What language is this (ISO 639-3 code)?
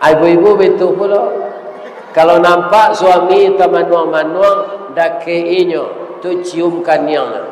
min